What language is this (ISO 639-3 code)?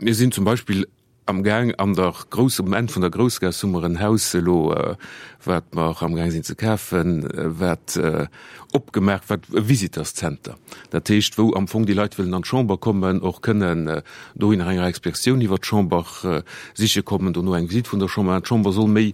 ltz